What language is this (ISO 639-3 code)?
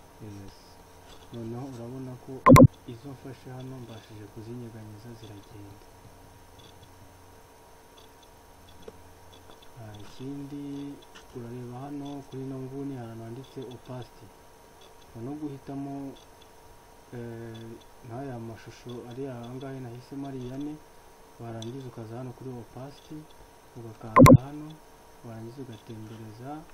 kin